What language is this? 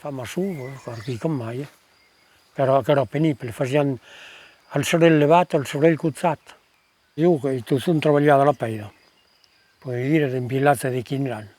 Occitan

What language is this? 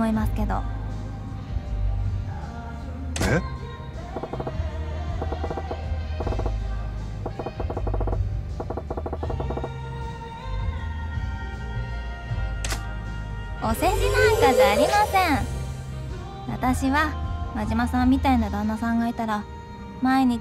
Japanese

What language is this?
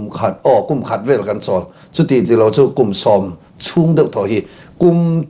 Mizo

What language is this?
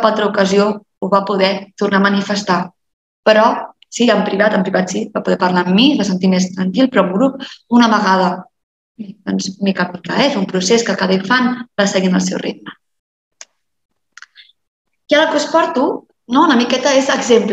Catalan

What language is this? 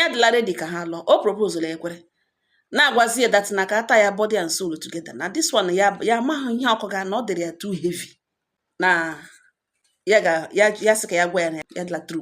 Igbo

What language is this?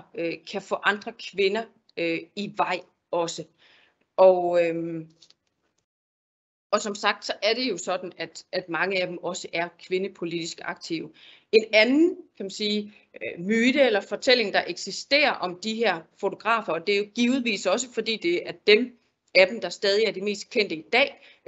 Danish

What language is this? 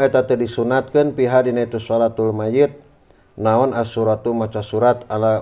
Sundanese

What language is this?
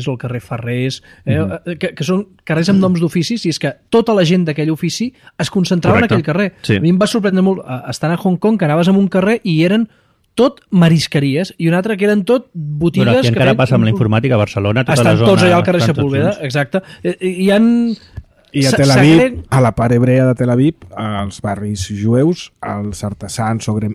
Catalan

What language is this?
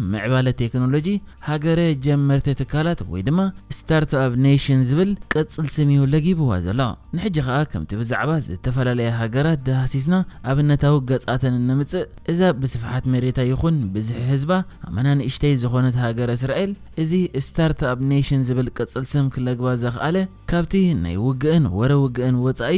Tigrinya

